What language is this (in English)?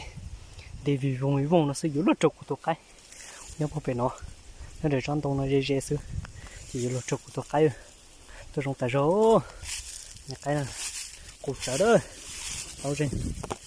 Hmong